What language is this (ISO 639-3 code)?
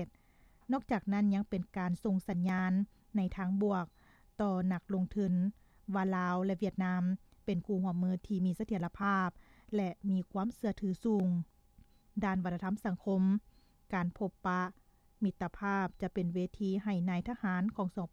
lao